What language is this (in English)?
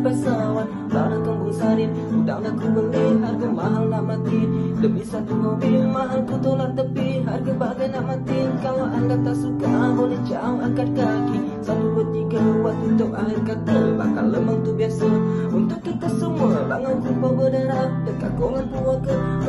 Malay